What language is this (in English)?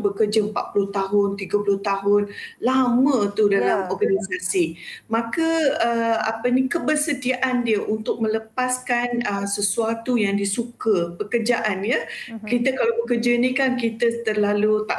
Malay